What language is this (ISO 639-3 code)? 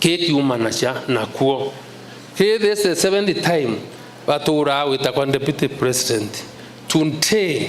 mer